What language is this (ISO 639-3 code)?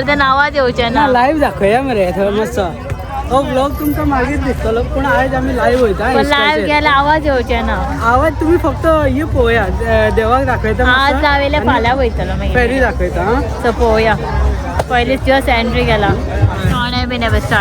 kok